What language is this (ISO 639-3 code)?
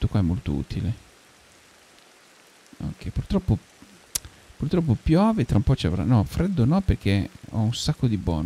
ita